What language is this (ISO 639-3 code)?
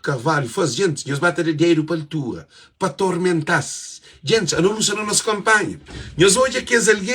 kea